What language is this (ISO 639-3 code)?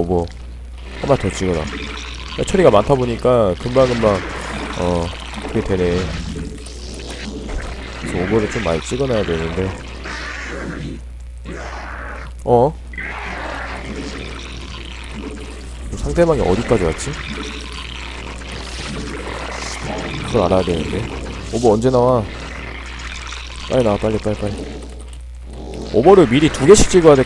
kor